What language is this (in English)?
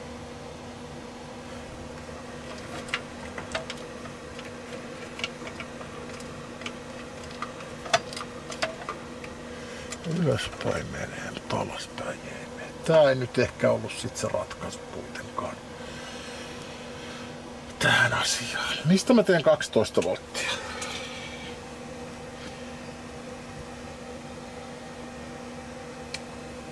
Finnish